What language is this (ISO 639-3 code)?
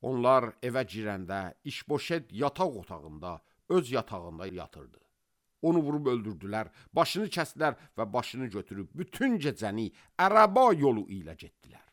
aze